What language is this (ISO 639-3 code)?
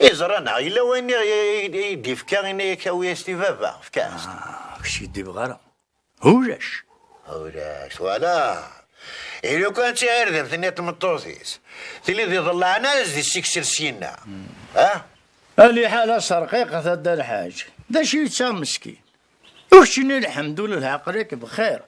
kab